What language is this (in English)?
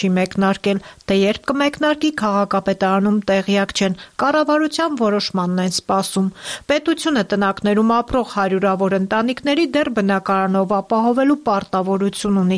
Armenian